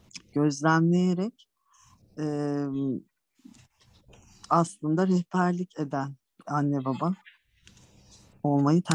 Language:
Turkish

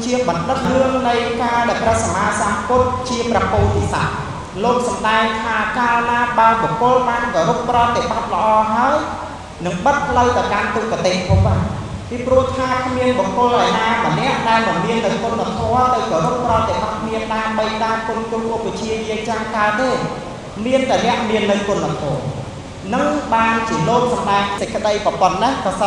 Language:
Khmer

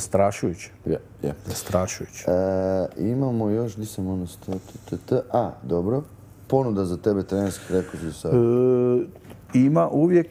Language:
Croatian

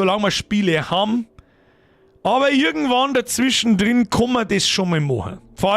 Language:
Bavarian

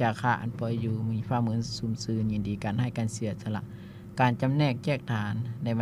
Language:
Lao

